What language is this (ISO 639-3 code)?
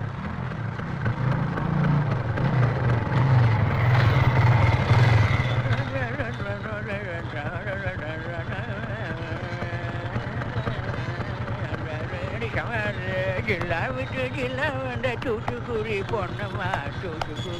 tam